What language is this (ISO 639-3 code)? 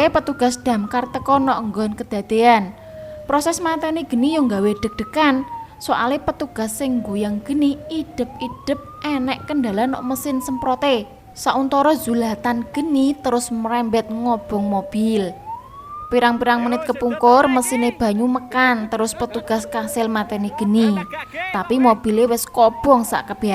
jav